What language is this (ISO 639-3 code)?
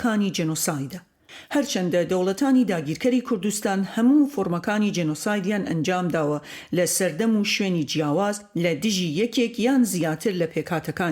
ckb